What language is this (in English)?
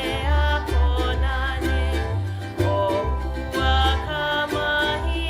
Hawaiian